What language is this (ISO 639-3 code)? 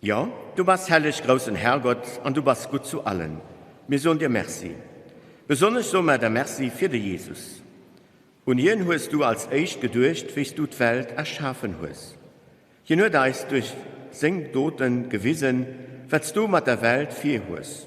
ltz